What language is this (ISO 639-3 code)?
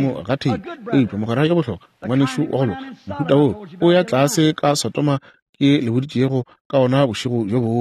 nso